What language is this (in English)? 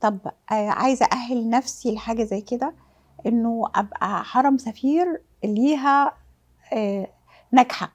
Egyptian Arabic